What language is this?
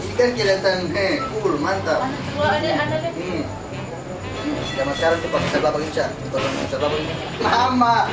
Ambonese Malay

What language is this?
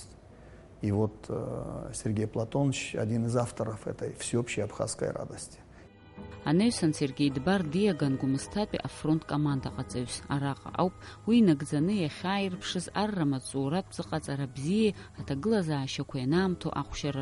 Abkhazian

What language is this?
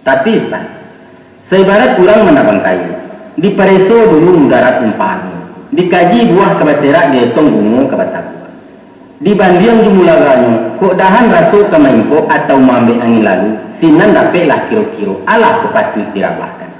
Minangkabau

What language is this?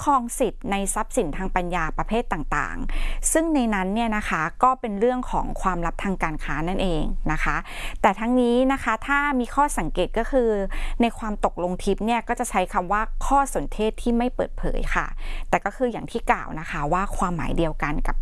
Thai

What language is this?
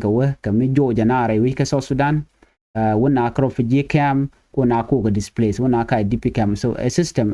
Nuer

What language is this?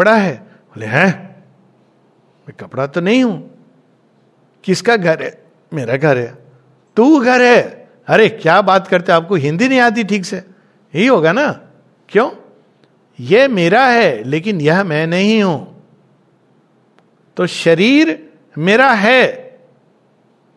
Hindi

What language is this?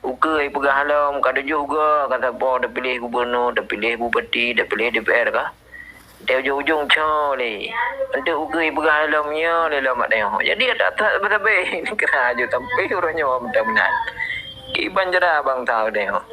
Achinese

